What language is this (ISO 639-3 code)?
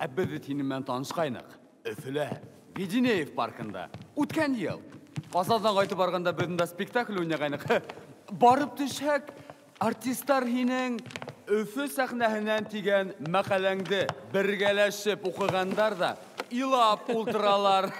bak